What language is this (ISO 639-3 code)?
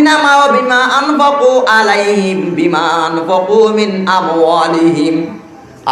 rhg